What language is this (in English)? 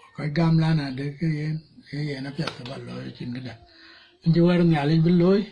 Dinka